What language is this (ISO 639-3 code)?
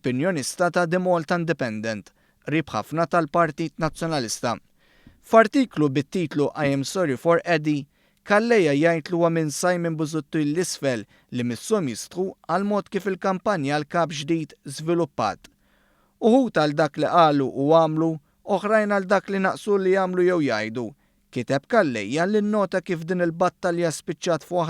mlt